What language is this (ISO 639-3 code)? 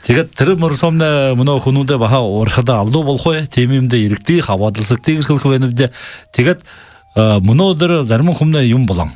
bua